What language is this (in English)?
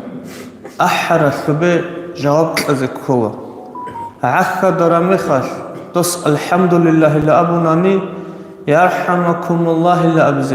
Avaric